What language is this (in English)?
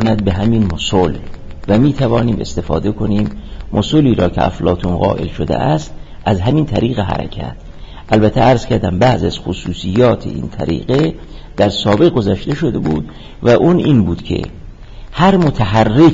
Persian